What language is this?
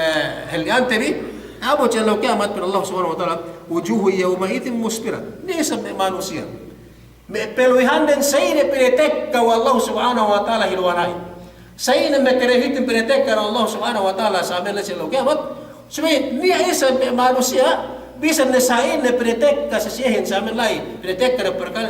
Yakan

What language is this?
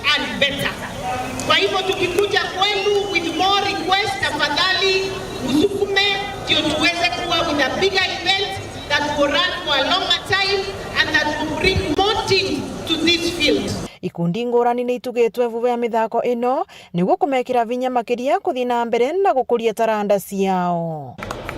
Meru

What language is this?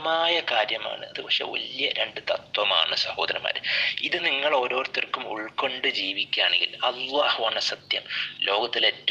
Malayalam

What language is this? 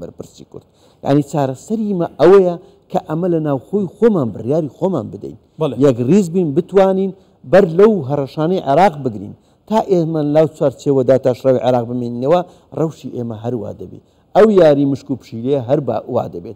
Central Kurdish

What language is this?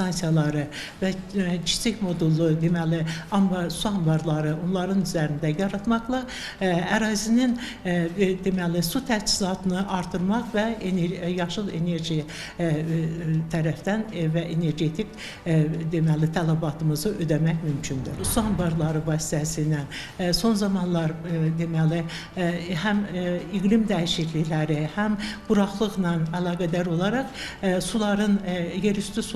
Azerbaijani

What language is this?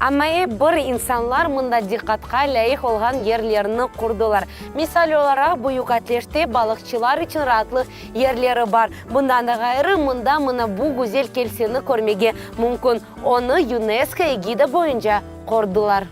Crimean Tatar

